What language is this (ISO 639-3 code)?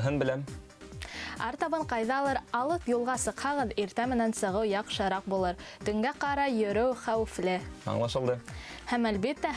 bak